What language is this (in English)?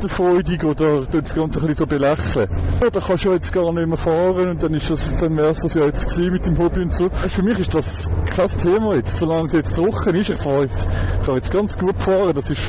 Swiss German